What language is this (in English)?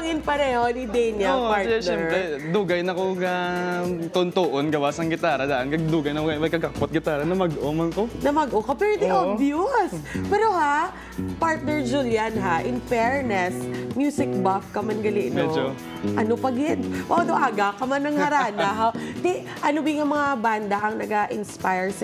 Hiligaynon